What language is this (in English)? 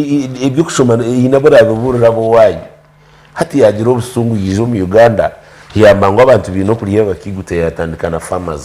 Nyankole